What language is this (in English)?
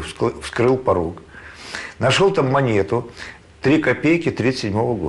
Russian